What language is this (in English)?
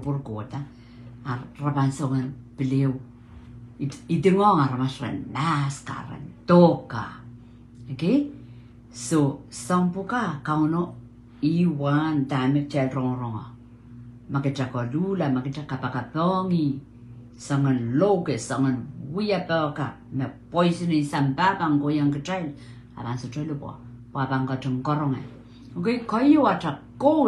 Pohnpeian